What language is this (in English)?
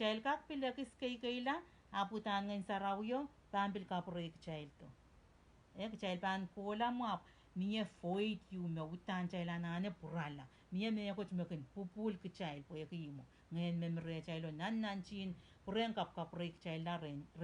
Pohnpeian